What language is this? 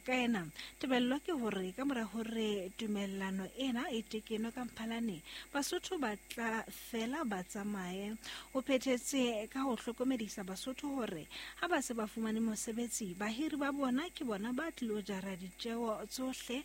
Southern Sotho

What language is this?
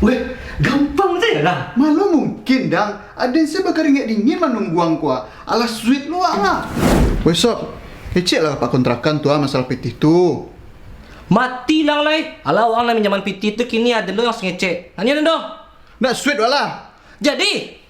Minangkabau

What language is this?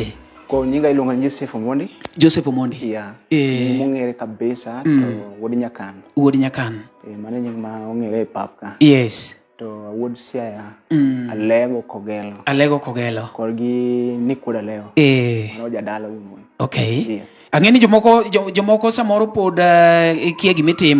Luo (Kenya and Tanzania)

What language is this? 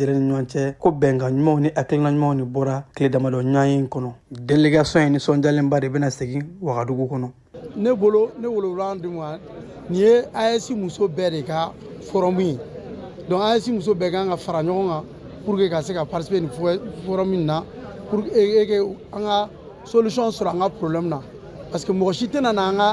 Bambara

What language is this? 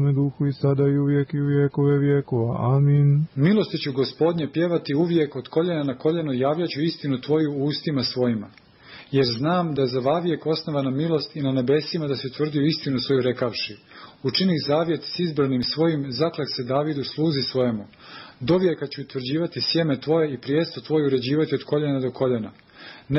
Serbian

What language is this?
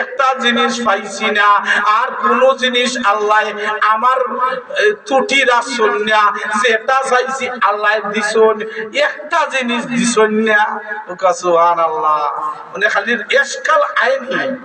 Sylheti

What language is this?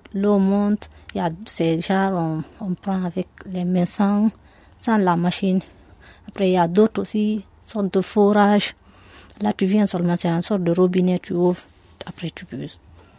French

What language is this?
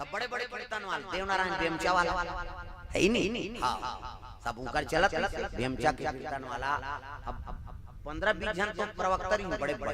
Chhattisgarhi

